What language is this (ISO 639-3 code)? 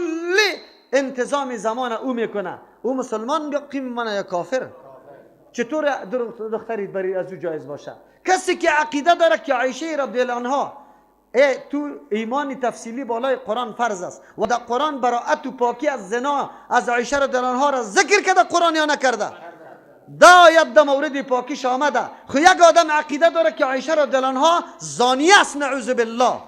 fas